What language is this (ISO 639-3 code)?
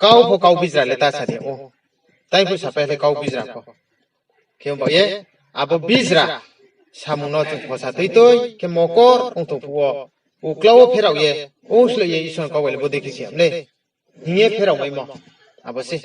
ria